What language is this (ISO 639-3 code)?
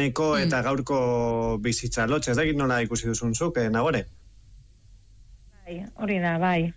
eus